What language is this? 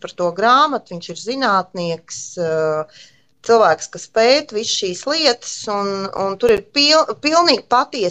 Latvian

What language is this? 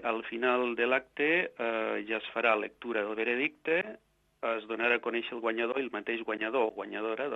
Catalan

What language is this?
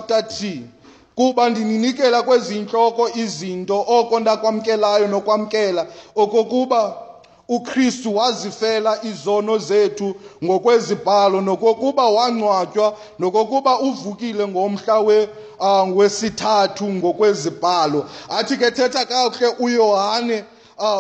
Xhosa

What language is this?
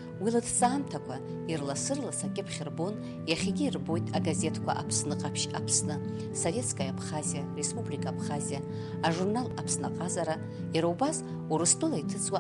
Abkhazian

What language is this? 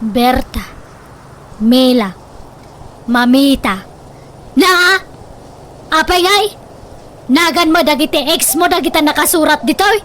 Iloko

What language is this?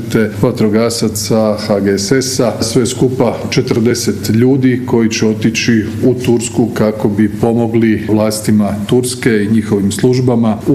Croatian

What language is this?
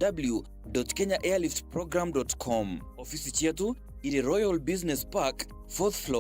Meru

